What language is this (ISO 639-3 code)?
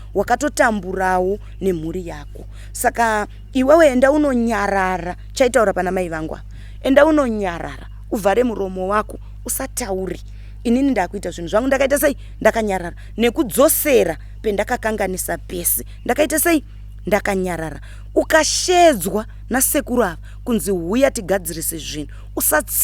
sna